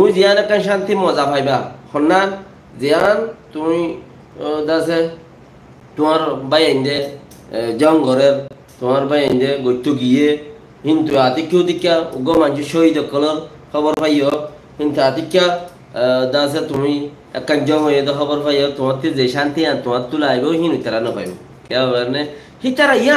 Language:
Rohingya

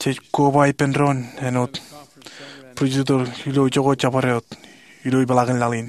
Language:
Marshallese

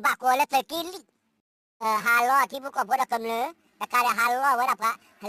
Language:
S'gaw Karen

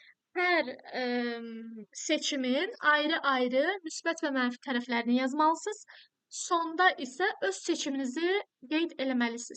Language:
Azerbaijani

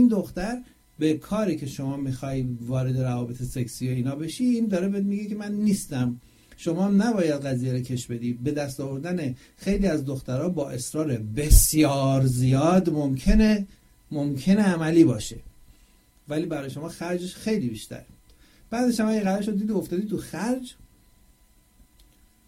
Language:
Persian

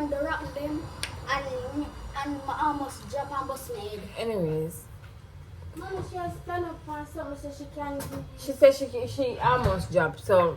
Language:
Jamaican Creole English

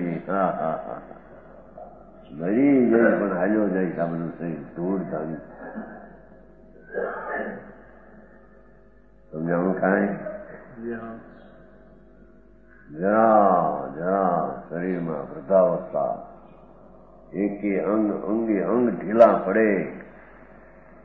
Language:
Gujarati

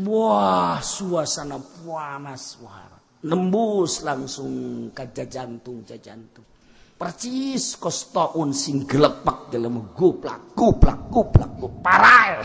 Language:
Sundanese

